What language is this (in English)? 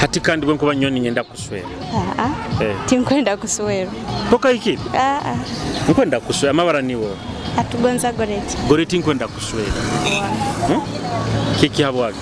Nyoro